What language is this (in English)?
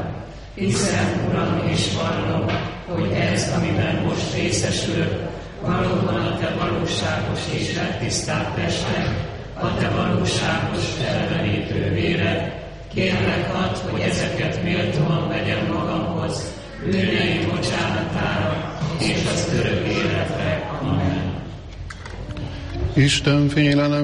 Hungarian